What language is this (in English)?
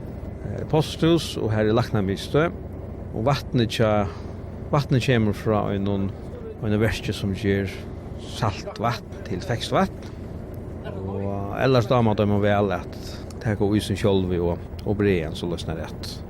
Faroese